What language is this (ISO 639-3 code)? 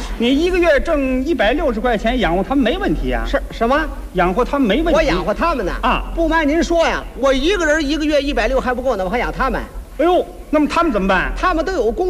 zho